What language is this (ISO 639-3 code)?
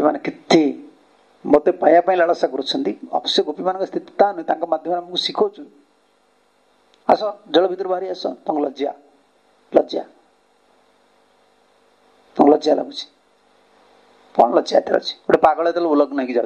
ori